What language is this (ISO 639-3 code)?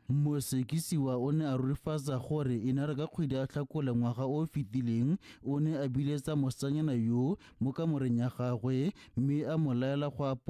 tsn